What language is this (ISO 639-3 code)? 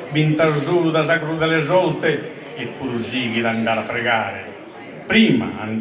srd